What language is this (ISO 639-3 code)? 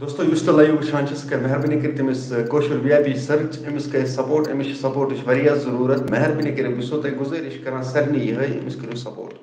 kas